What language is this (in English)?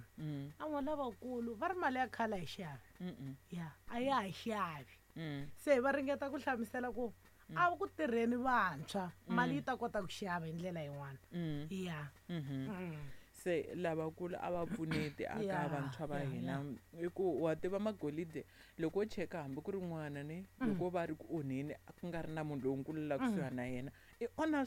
Tsonga